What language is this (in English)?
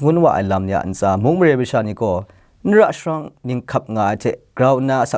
Kachin